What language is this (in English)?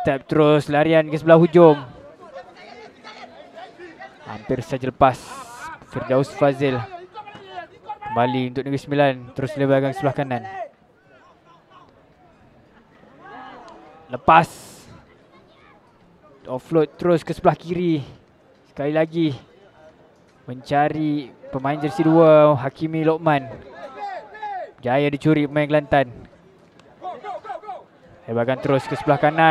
Malay